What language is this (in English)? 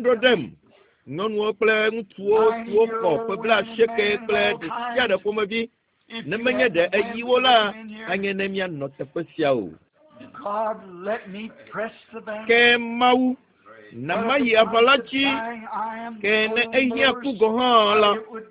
Ewe